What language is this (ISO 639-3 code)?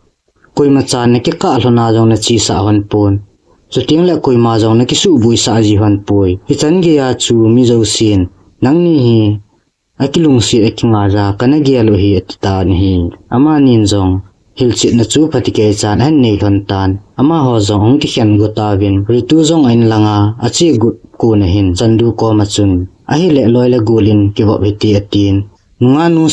tcz